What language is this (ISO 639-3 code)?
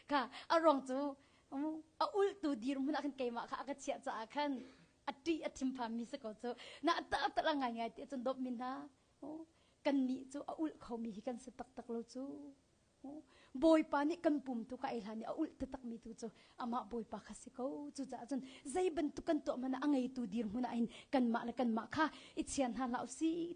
cnh